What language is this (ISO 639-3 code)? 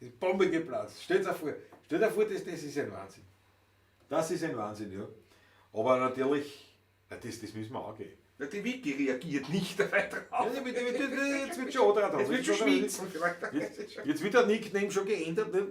bar